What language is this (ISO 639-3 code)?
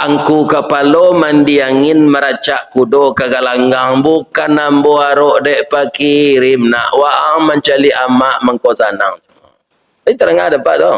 min